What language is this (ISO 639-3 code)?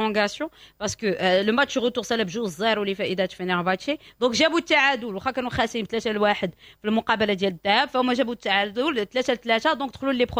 ary